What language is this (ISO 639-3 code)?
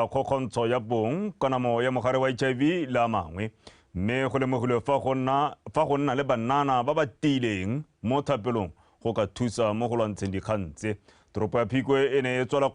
tsn